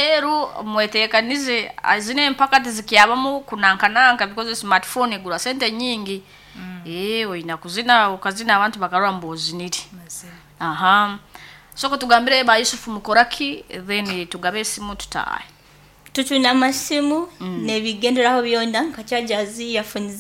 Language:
Nyoro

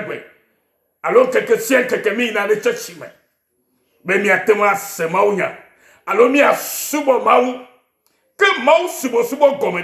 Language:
Ewe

